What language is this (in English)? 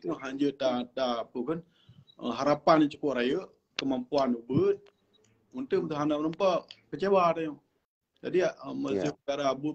Achinese